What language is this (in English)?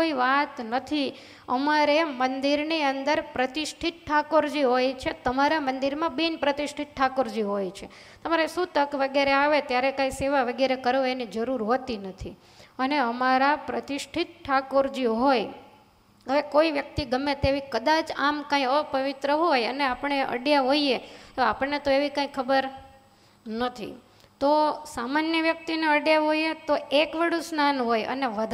Gujarati